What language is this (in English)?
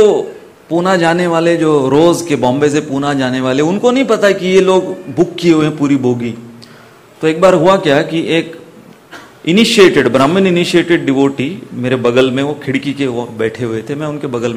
Hindi